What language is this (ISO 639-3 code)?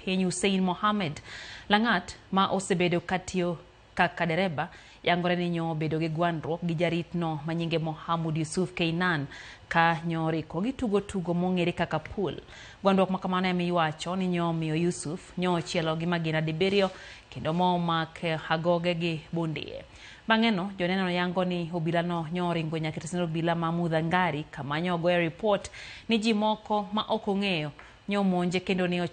luo